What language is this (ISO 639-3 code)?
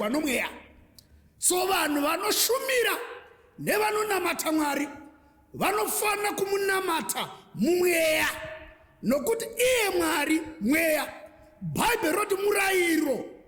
sna